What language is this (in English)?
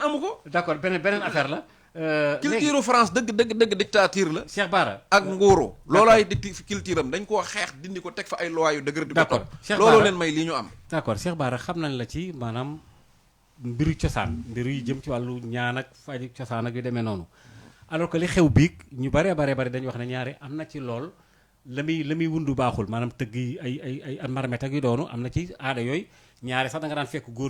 Wolof